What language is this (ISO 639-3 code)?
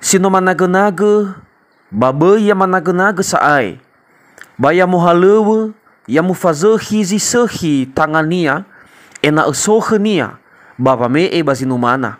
nia